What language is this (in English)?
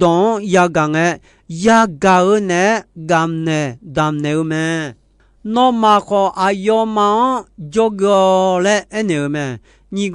Akha